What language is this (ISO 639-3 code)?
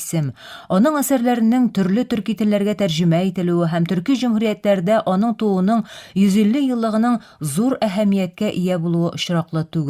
tat